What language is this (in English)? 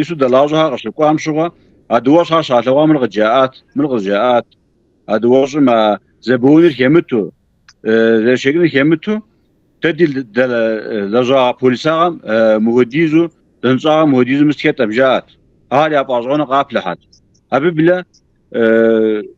Kabardian